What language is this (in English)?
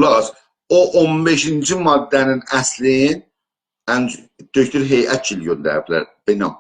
South Azerbaijani